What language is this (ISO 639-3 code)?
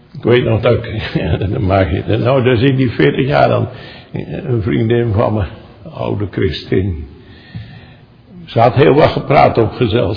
nld